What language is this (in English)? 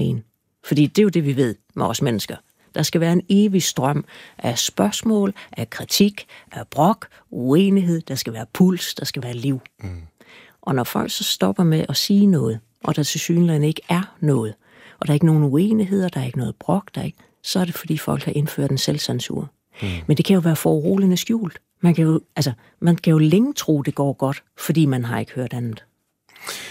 Danish